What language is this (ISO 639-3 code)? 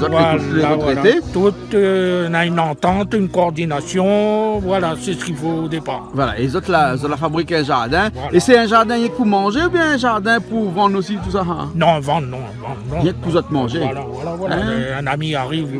rcf